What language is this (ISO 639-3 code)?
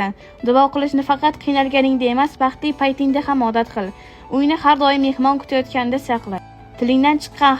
uzb